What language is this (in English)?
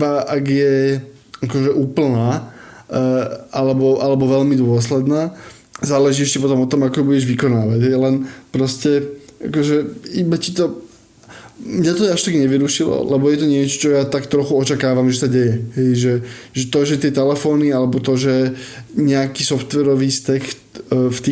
Slovak